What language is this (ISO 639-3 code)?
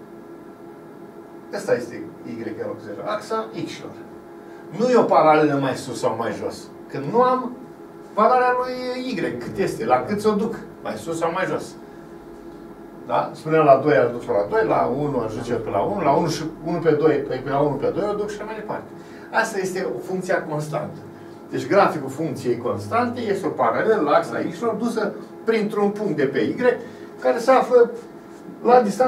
ron